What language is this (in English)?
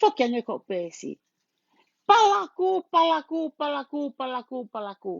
Tongan